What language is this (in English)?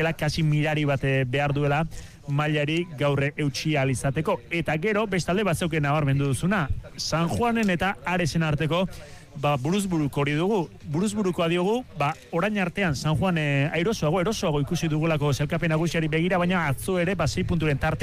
Basque